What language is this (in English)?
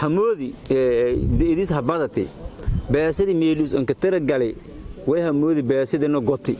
Somali